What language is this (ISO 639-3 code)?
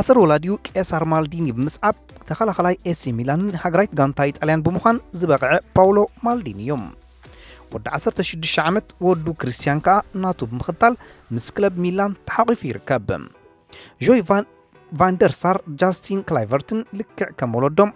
tir